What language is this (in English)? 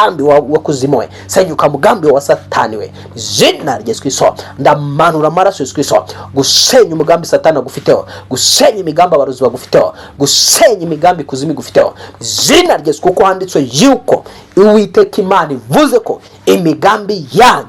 Kinyarwanda